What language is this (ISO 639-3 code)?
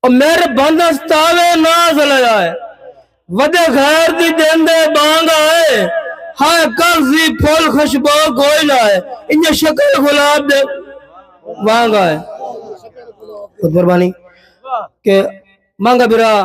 skr